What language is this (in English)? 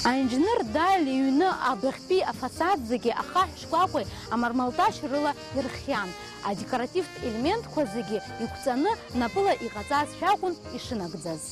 Abkhazian